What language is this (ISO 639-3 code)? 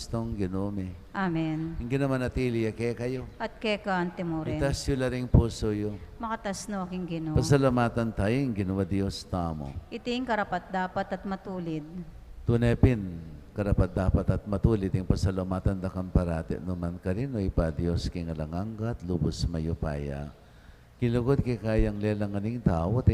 pam